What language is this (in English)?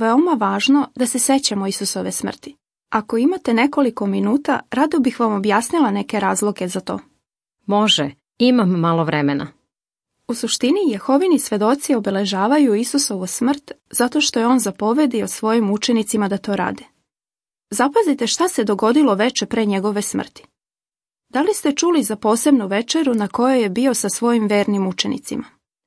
Serbian